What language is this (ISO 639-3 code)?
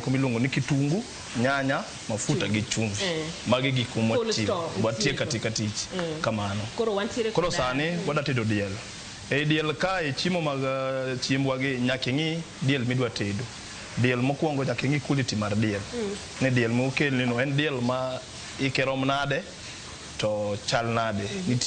luo